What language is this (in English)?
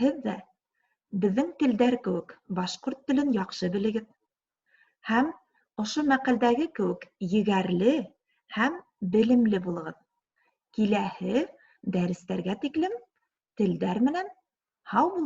Bashkir